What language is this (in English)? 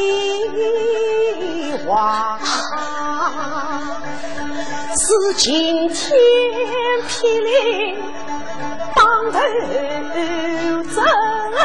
Chinese